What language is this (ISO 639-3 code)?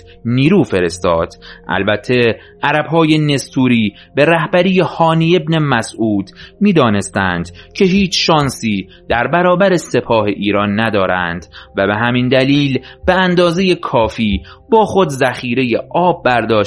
fas